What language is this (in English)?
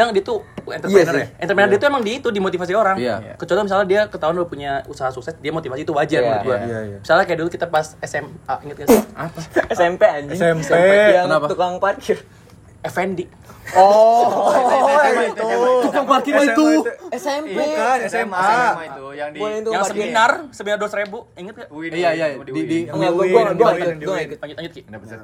Indonesian